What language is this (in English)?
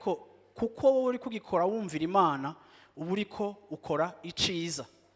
Rundi